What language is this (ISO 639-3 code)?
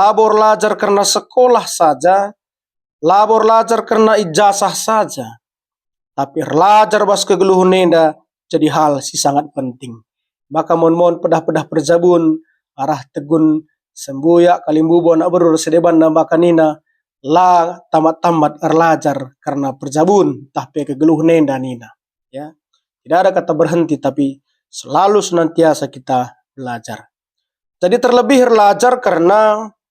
btx